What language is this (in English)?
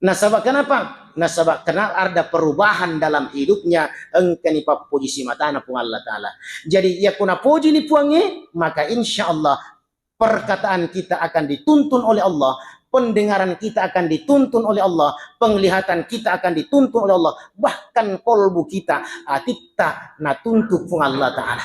Buginese